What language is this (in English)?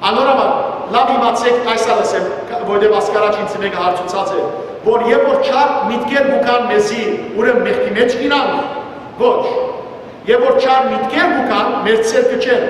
Western Armenian